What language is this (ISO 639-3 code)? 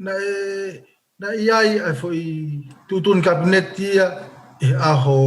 ton